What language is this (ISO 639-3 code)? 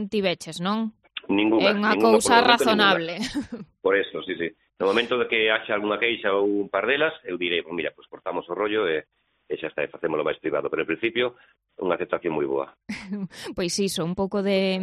glg